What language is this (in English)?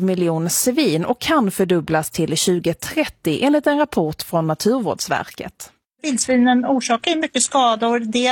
Swedish